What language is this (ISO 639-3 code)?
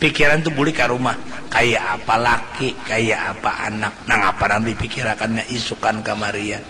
bjn